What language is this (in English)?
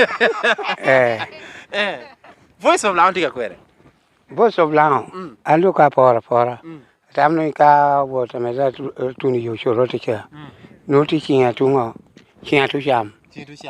Lango (Uganda)